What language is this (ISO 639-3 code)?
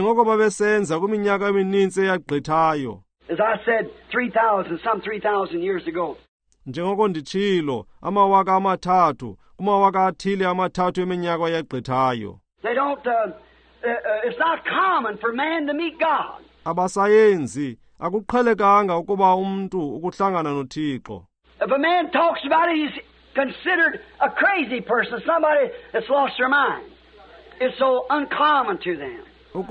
xho